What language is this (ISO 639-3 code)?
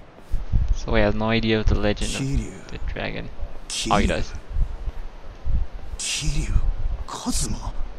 jpn